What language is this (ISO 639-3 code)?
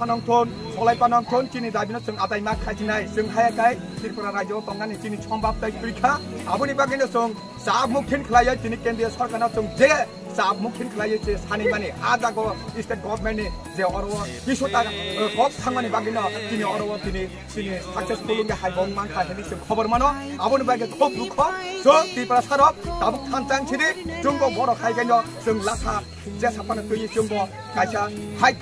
trp